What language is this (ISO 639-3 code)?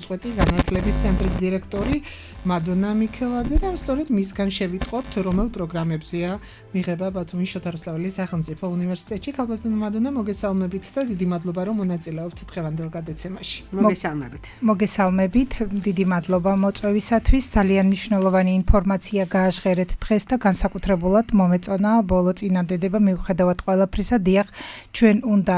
kat